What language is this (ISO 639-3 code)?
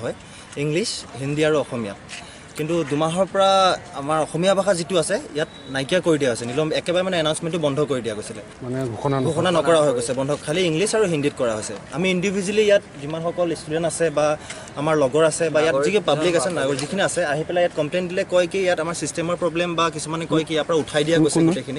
asm